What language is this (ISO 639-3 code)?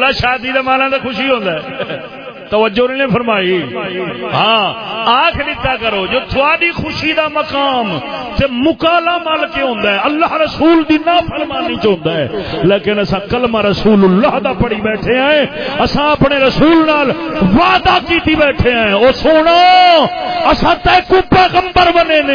skr